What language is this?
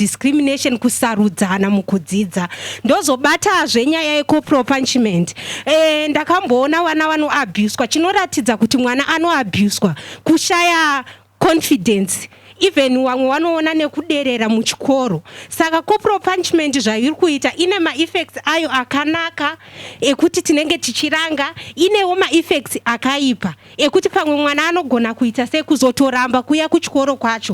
Shona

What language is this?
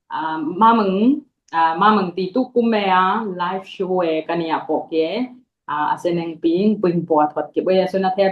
Dimasa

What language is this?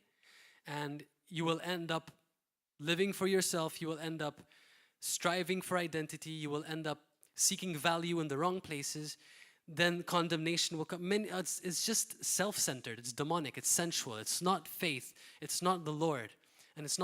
English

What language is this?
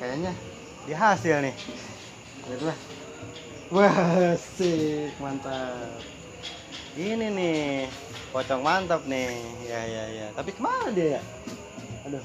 Betawi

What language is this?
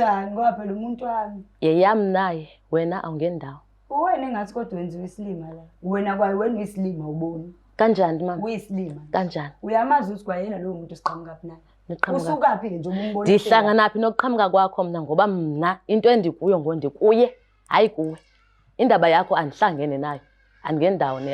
Zulu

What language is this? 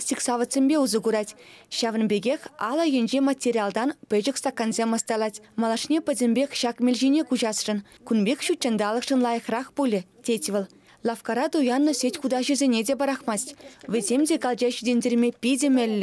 Chuvash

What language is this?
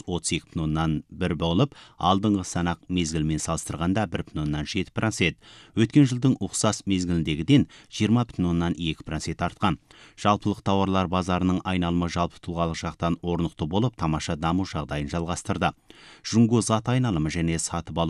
Kazakh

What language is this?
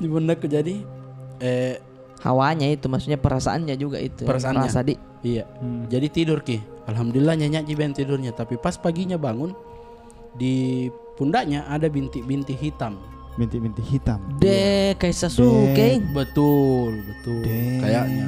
Makassar Malay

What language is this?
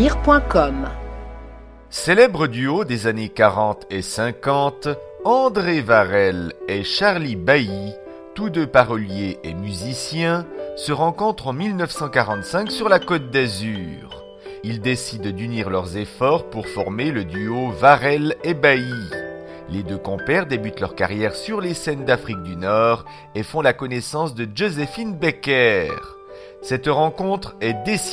French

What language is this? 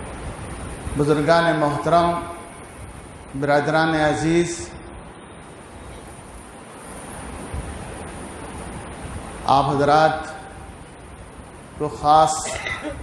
Urdu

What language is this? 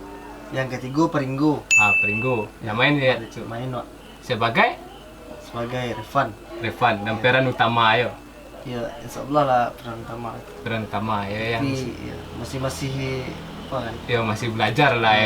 Minangkabau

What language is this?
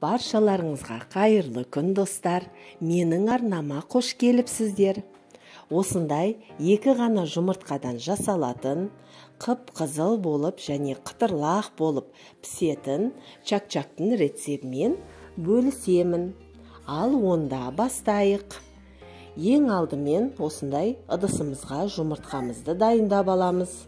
Kazakh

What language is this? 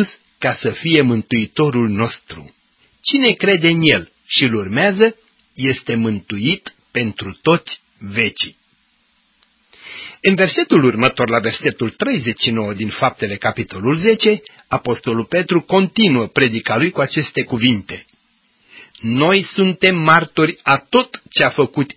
Romanian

